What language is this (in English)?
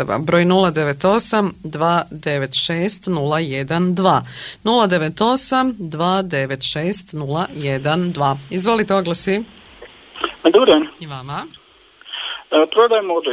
Croatian